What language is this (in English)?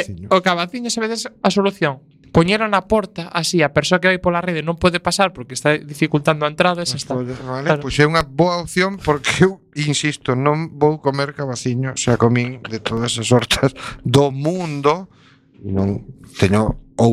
Galician